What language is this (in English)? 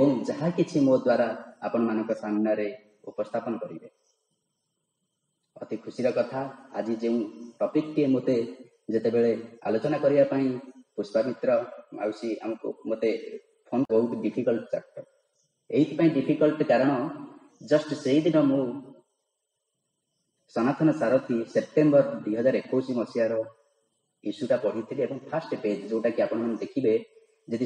Odia